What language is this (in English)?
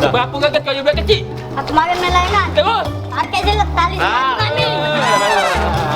Musi